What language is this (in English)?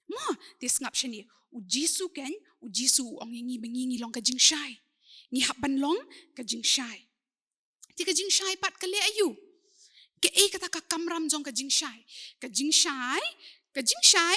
Khasi